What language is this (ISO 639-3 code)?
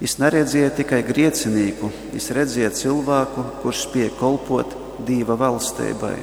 ltg